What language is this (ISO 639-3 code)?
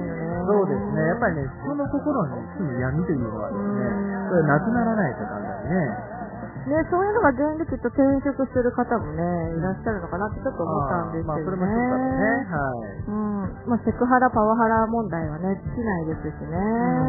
jpn